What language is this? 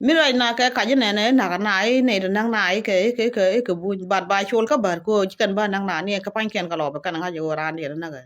Nuer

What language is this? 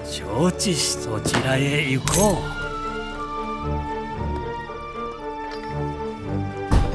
Japanese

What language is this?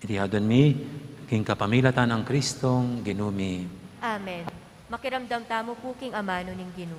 Pampanga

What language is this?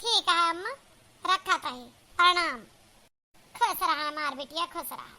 Awadhi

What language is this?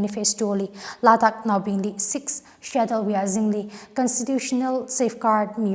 Tangkhul Naga (India)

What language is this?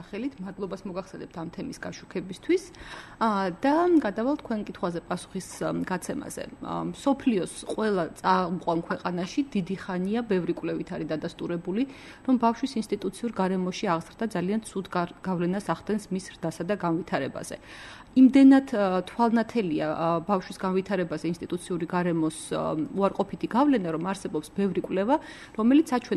Georgian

